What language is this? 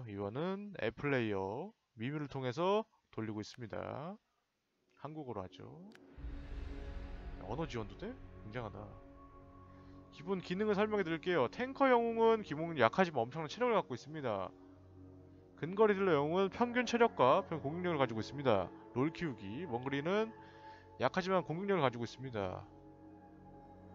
Korean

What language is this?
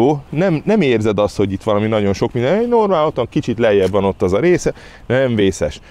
Hungarian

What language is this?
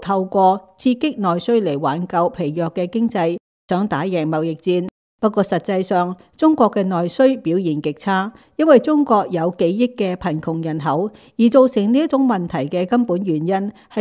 Cantonese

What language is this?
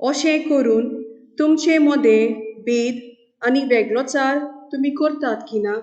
Konkani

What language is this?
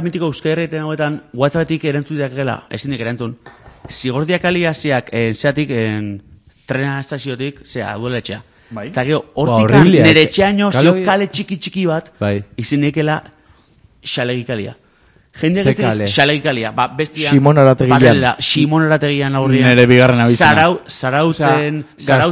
Basque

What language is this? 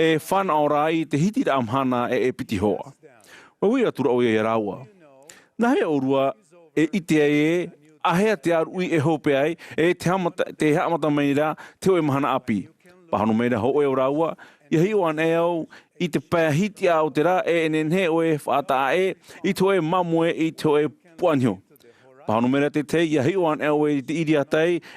Tahitian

